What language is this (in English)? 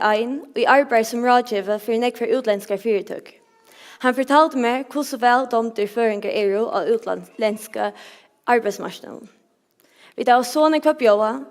Faroese